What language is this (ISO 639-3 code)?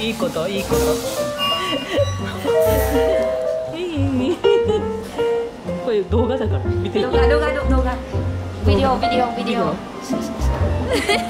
jpn